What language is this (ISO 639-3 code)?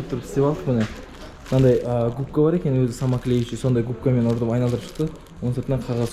kaz